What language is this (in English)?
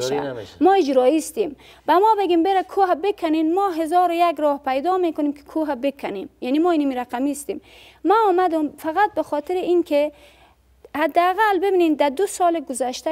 Persian